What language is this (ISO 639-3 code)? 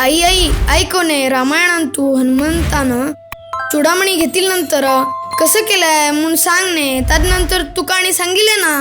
kok